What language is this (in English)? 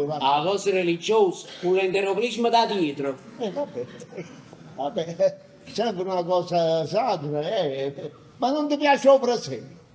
Neapolitan